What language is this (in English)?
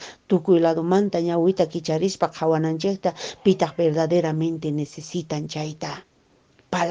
Quechua